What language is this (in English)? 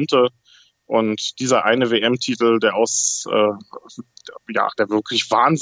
German